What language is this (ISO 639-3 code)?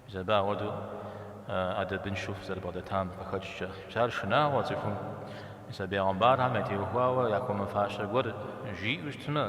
kbd